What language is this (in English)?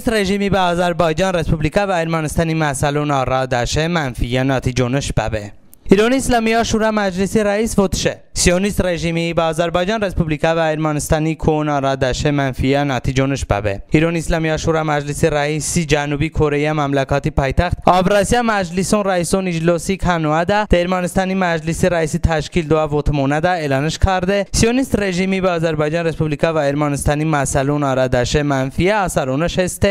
Talysh